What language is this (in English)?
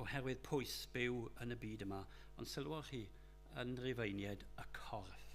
Welsh